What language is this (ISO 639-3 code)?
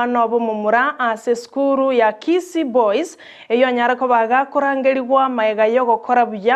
guz